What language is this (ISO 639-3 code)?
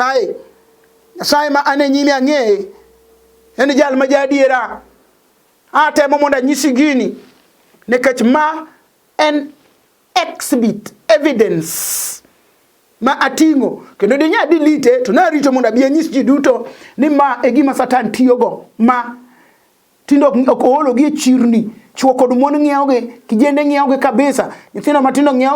luo